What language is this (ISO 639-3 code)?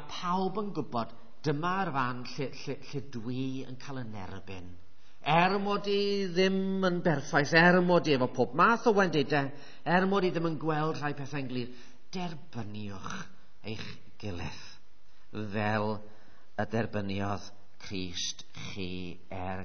cym